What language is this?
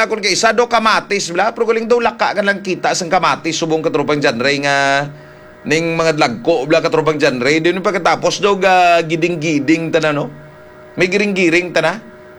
Hiligaynon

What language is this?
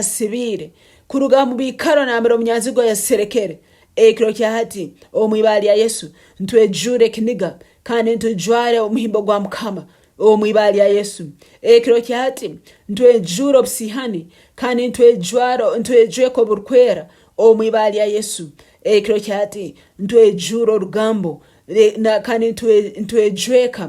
Nyankole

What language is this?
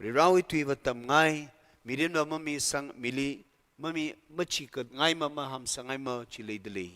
Tangkhul Naga (India)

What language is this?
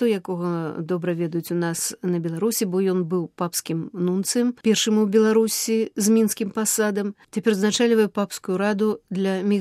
Belarusian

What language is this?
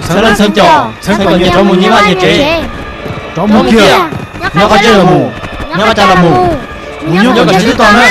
Hmong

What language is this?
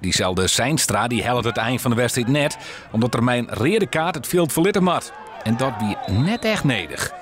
Western Frisian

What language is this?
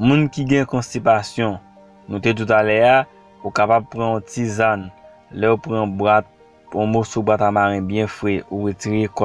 Haitian Creole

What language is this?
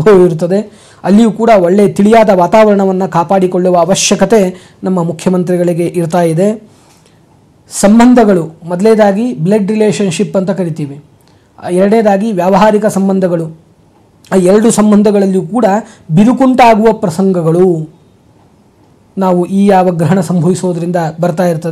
Kannada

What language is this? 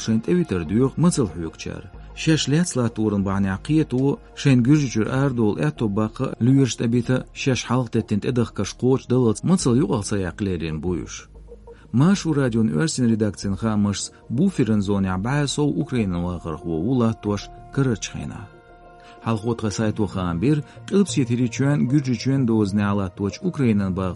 Chechen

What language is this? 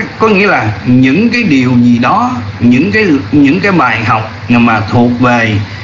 Vietnamese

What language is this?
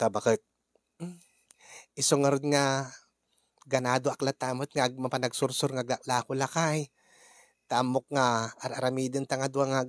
Iloko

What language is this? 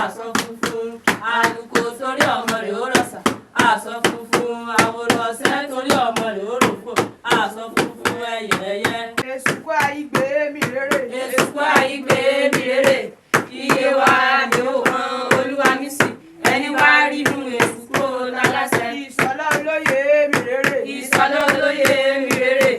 Yoruba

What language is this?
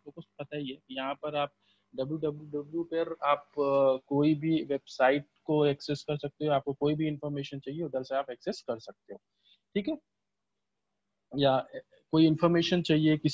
Hindi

